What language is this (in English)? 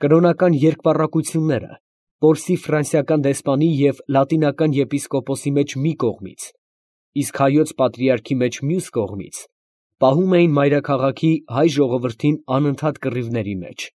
Armenian